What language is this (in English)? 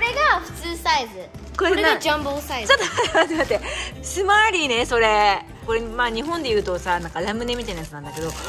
Japanese